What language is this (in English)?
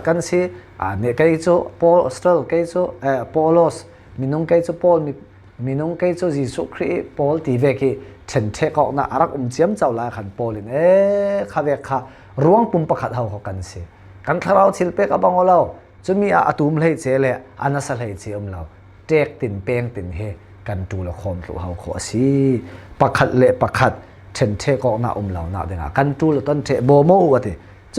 Falam Chin